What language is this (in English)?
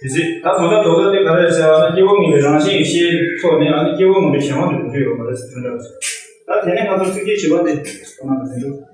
Tibetan